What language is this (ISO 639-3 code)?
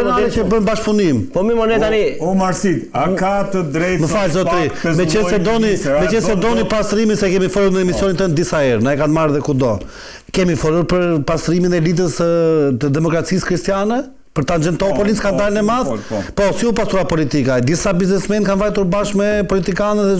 sqi